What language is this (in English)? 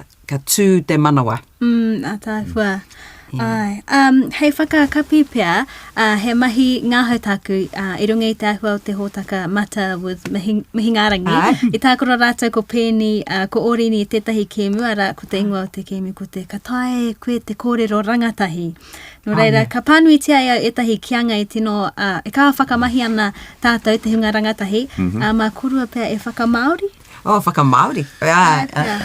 Māori